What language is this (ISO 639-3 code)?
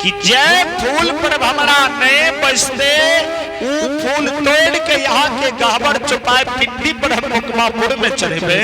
anp